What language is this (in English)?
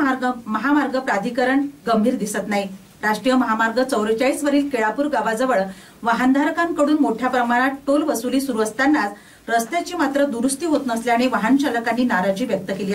Marathi